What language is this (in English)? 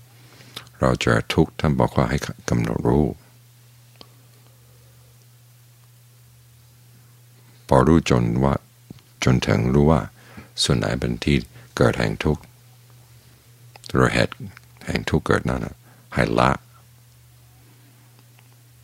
Thai